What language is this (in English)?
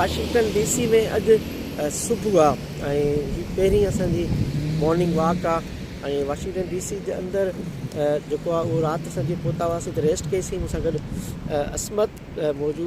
Sindhi